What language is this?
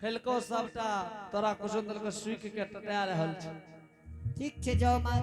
Angika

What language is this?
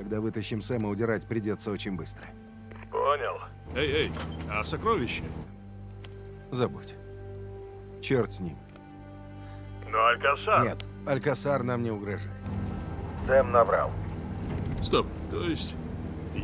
Russian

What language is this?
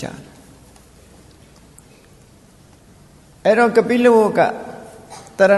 Burmese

